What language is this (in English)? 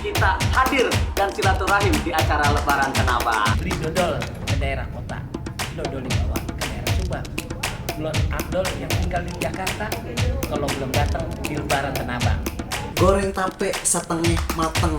Betawi